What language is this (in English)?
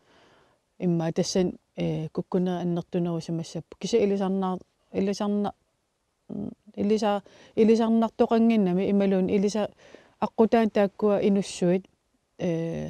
Kalaallisut